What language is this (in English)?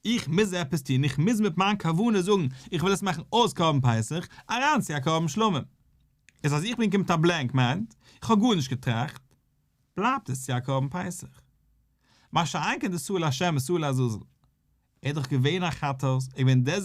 Yiddish